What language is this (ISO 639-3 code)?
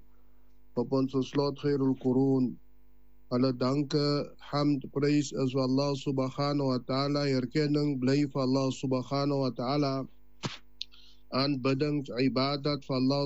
afr